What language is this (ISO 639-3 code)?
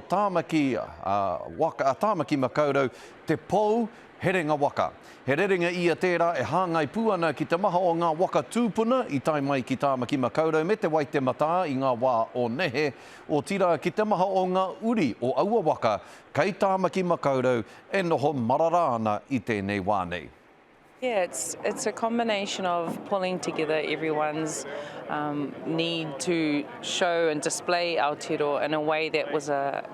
mri